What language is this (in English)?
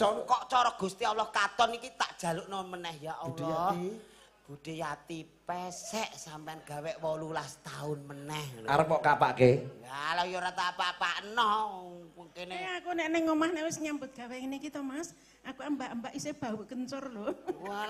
Javanese